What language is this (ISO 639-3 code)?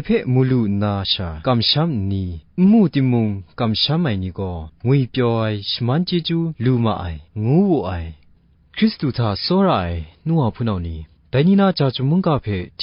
kac